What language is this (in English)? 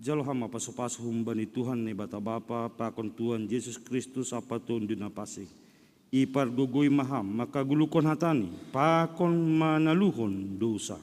Batak Simalungun